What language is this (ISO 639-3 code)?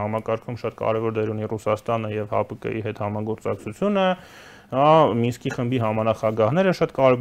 hye